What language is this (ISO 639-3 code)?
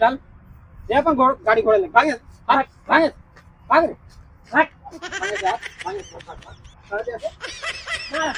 awa